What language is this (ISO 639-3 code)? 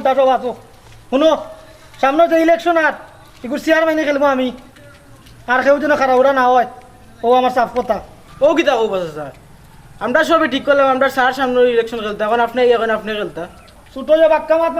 syl